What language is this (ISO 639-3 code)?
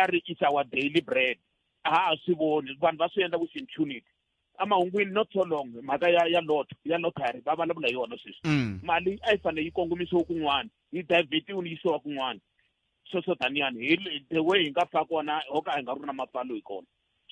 tso